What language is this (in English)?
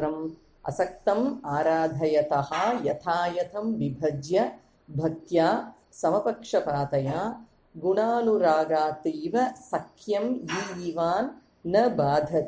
Sanskrit